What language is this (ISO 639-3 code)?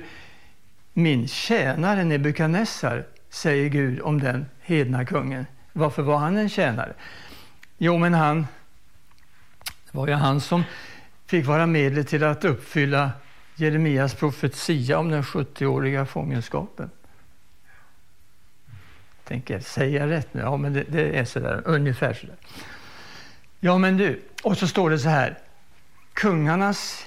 swe